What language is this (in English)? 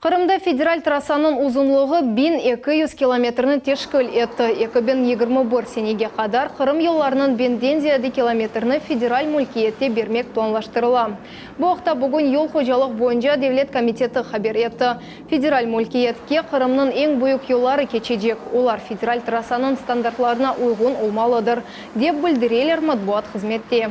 Crimean Tatar